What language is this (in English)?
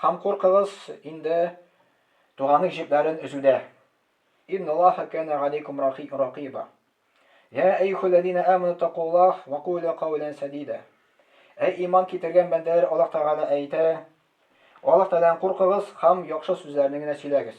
Tatar